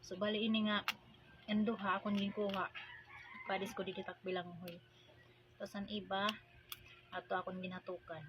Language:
Waray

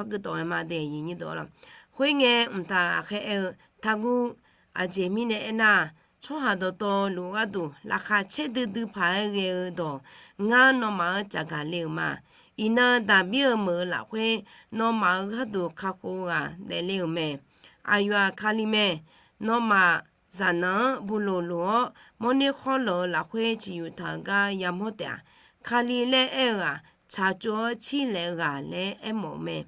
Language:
Akha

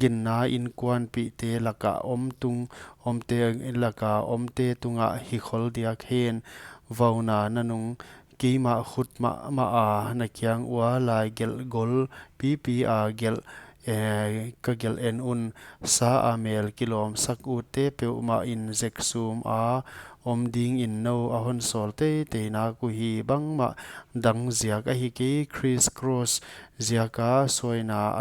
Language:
Paite Chin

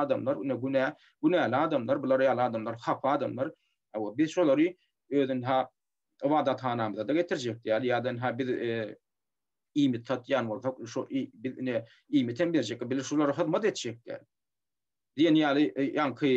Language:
Turkmen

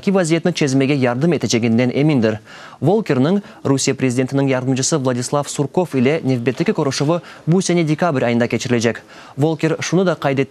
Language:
Crimean Tatar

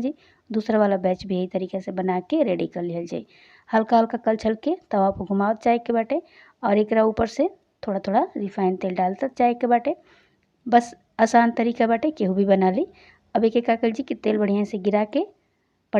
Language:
Bhojpuri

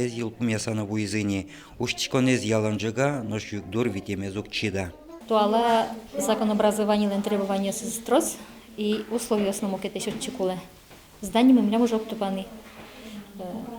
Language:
Udmurt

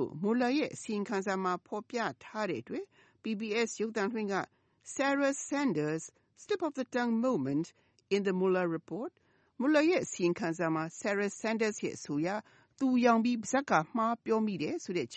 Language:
Burmese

